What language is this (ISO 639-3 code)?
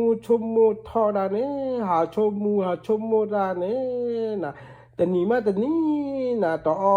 ksw